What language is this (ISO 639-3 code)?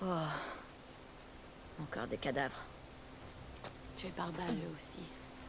fra